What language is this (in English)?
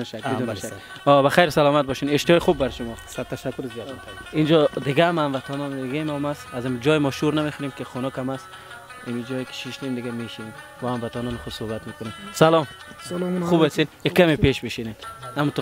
Persian